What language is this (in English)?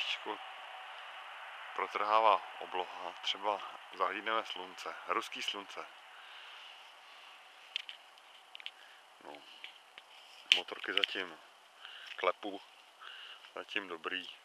Czech